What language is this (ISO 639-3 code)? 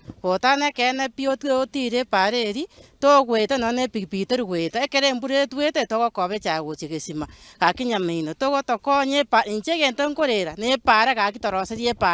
guz